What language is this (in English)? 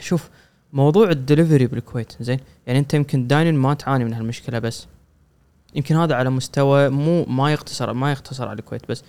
Gulf Arabic